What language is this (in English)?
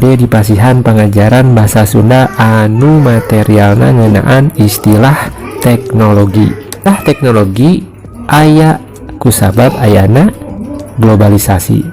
Sundanese